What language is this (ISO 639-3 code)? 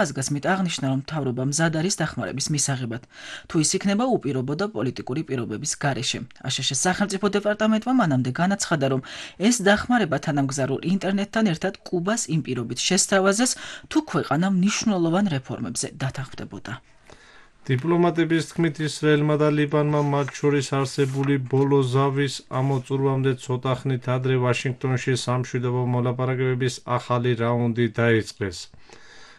kat